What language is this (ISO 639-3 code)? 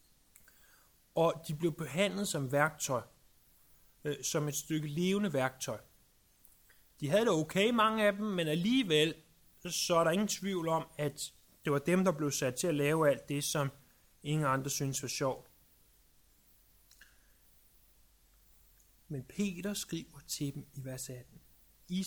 dan